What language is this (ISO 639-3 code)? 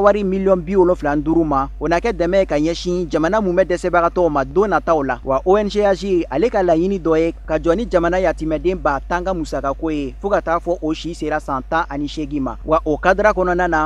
bam